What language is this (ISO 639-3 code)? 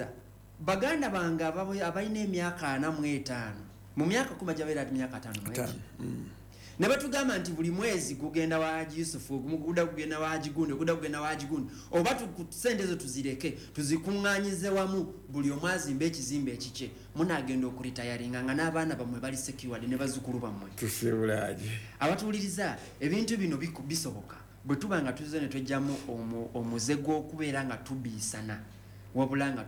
lug